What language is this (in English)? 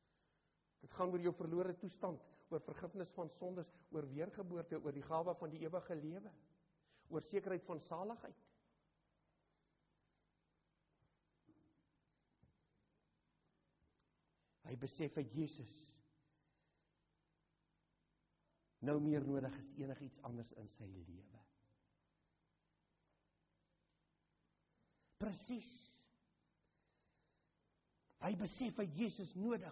Afrikaans